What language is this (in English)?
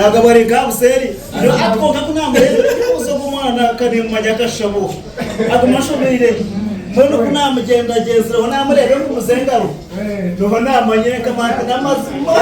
Nyankole